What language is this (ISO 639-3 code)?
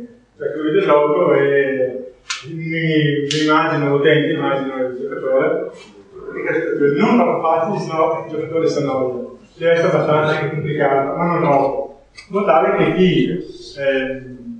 ita